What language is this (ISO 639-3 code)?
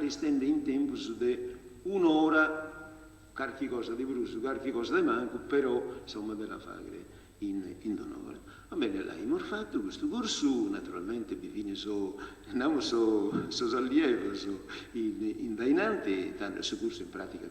srd